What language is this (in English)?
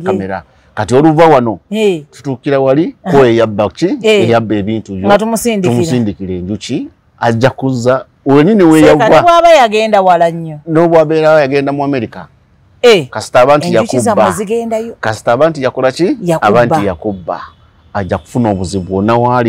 Ganda